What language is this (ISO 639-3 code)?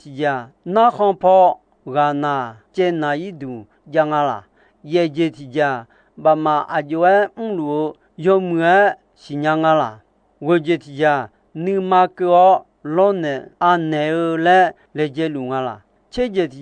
ahk